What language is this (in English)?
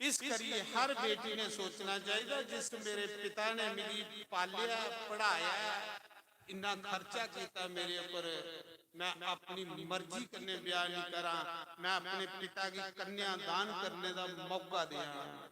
Dogri